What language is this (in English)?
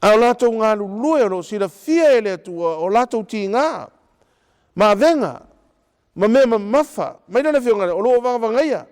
Samoan